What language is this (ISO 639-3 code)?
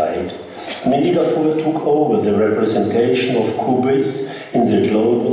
bak